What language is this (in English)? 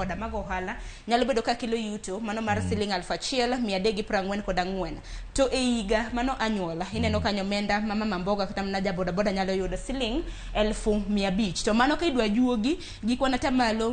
Luo (Kenya and Tanzania)